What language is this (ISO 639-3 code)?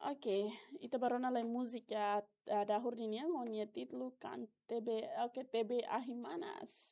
tet